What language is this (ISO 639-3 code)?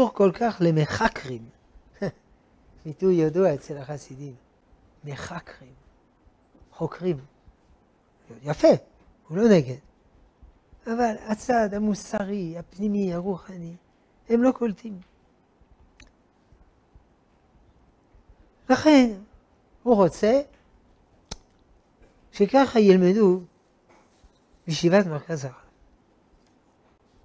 heb